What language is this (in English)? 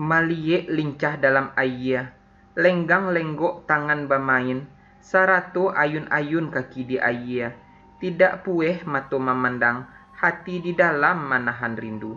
Minangkabau